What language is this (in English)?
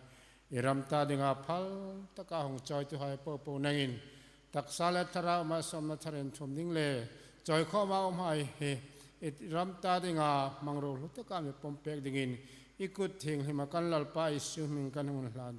Hmar